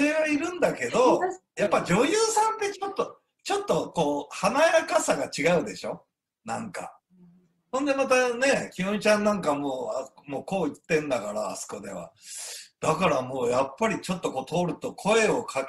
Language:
Japanese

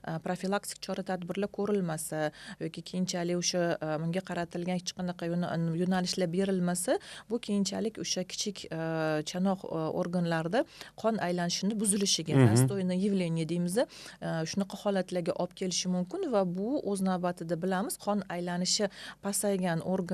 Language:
Uzbek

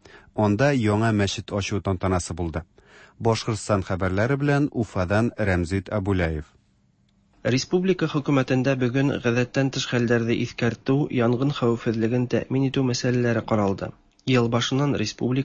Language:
Tatar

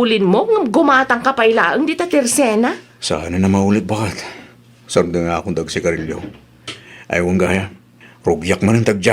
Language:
Iloko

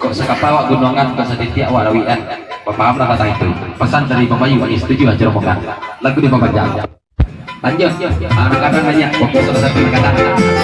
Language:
Minangkabau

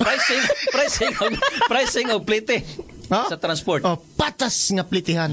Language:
Cebuano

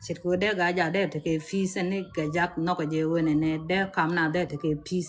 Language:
Nuer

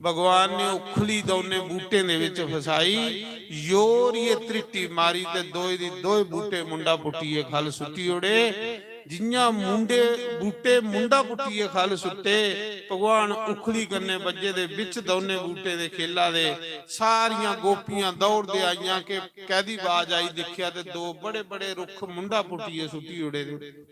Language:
Dogri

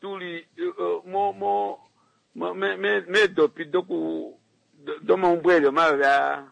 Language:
Kuanyama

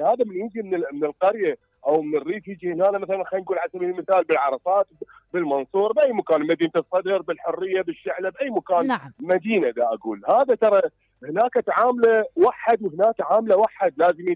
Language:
Mesopotamian Arabic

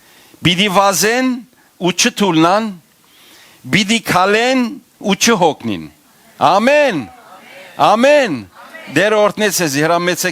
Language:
Western Armenian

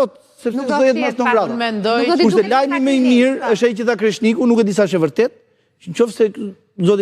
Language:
Albanian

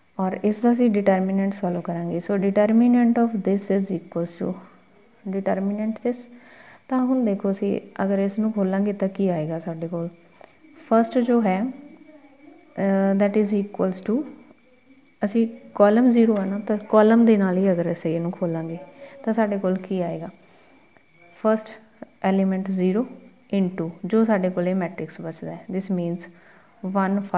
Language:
Punjabi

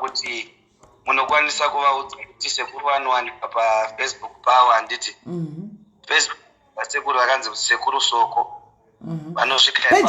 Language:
Shona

